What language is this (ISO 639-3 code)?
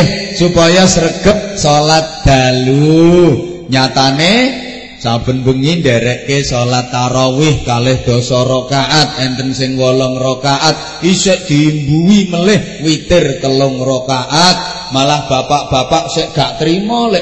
jav